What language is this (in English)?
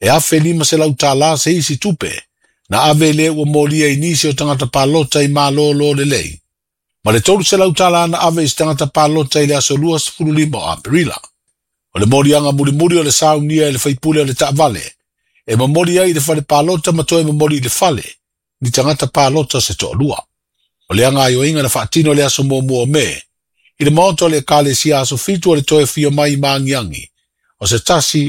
Samoan